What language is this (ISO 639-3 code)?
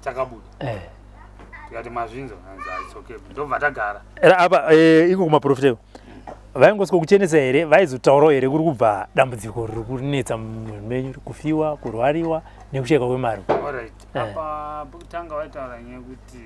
sna